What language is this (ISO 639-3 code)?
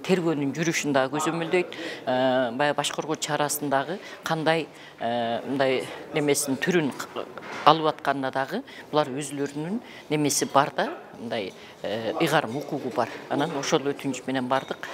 kir